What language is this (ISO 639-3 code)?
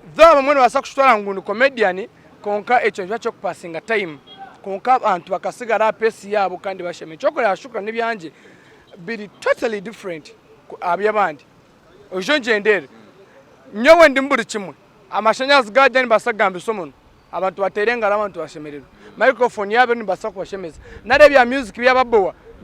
nyn